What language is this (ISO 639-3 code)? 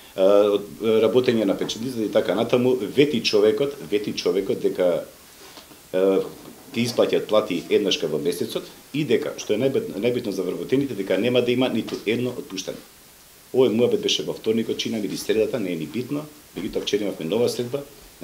mkd